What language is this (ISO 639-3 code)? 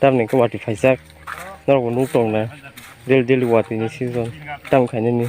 trp